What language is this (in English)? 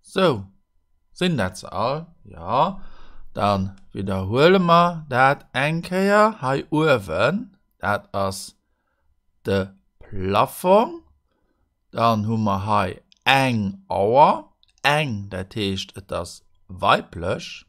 Luxembourgish